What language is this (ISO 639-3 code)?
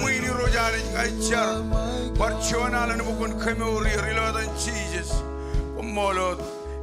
mah